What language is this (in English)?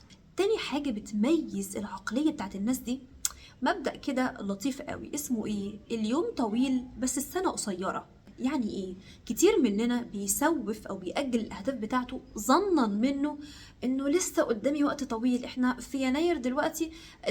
Egyptian Arabic